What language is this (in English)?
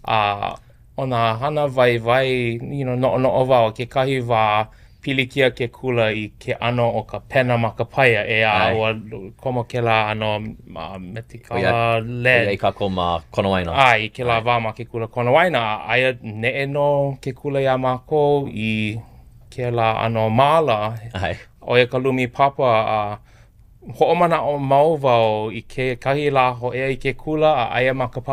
Hawaiian